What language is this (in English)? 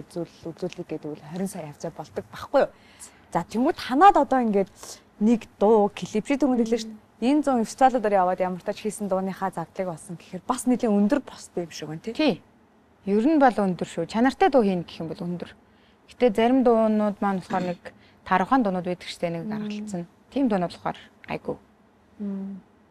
Mongolian